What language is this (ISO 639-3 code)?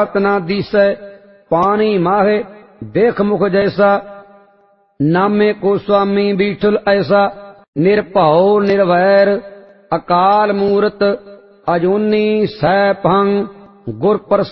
pan